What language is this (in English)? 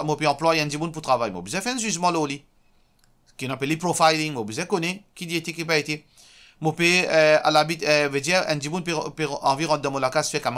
Morisyen